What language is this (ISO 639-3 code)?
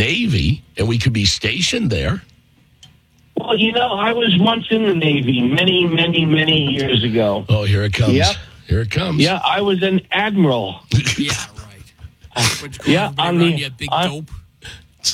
eng